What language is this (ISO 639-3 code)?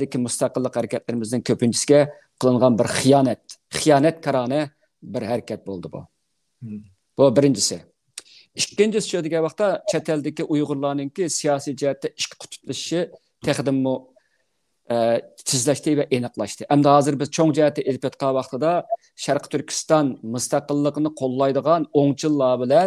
uig